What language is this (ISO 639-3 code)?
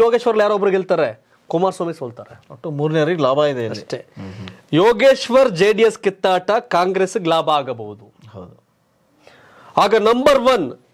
kan